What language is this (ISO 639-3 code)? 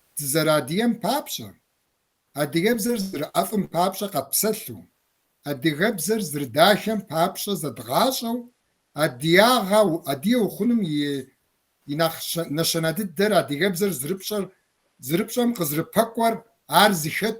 kbd